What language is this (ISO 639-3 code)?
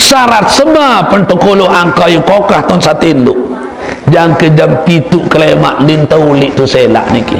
sas